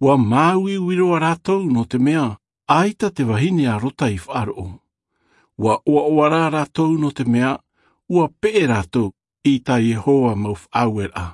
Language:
Tahitian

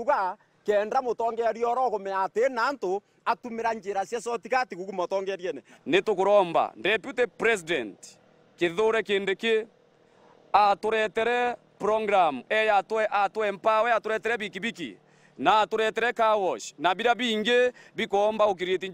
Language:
Meru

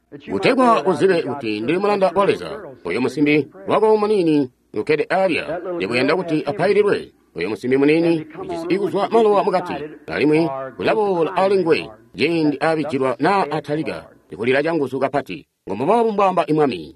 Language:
Tonga (Zambia)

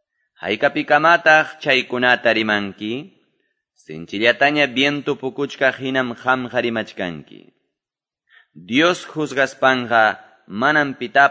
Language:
Quechua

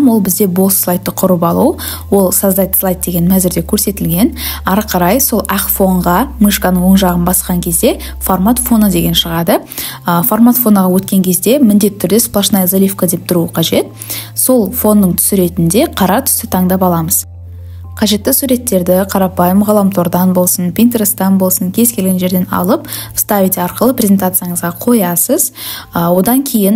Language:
Kazakh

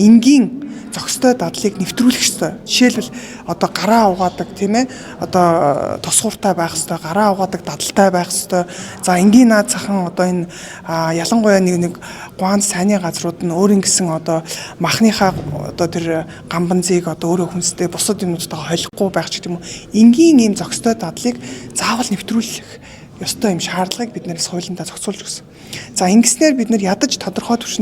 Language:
Mongolian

